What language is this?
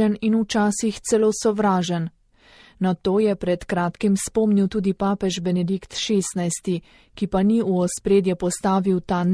Slovenian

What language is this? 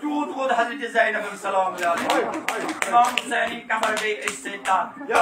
Kashmiri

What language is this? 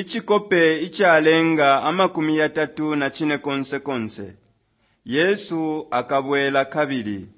Bemba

